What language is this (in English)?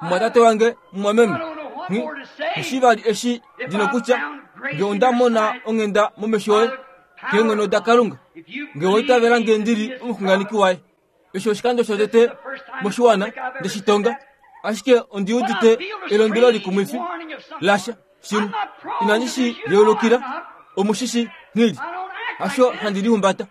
Kuanyama